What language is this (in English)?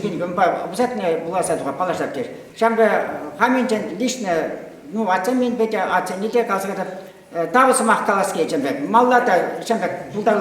Chuvash